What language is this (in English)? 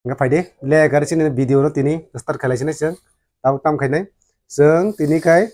Kok Borok